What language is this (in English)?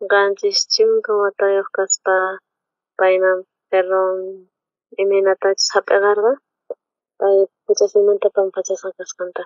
South Bolivian Quechua